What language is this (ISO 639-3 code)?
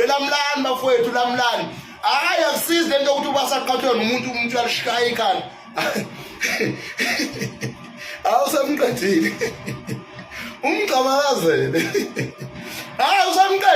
zul